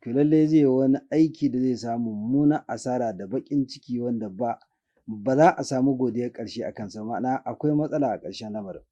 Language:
Hausa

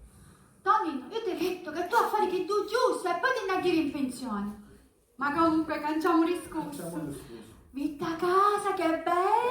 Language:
Sicilian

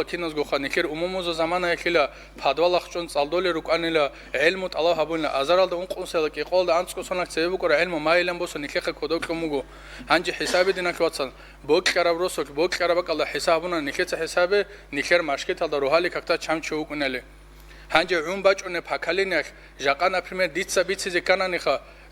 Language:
Avaric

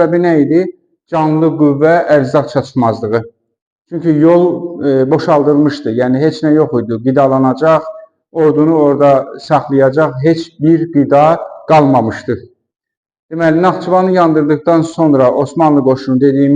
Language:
Azerbaijani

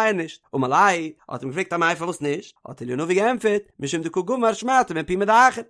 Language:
Yiddish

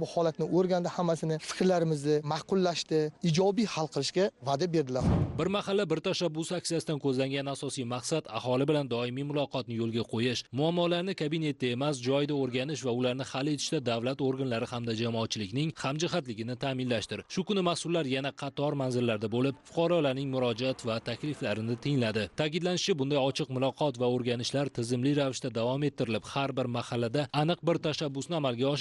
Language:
Uzbek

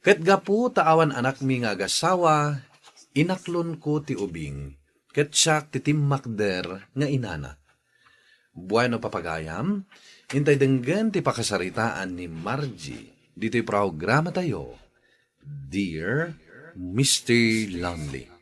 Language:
Iloko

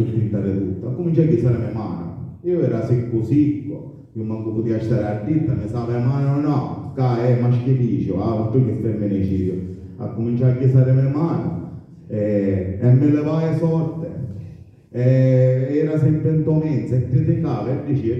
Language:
Sicilian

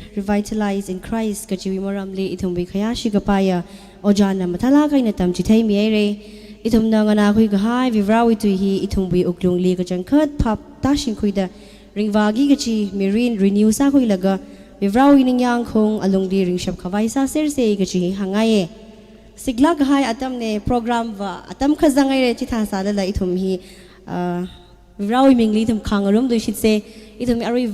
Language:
Tangkhul Naga (India)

